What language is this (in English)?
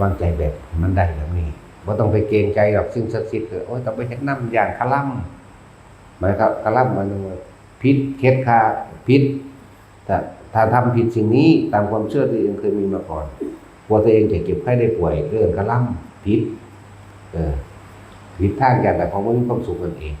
Northeastern Thai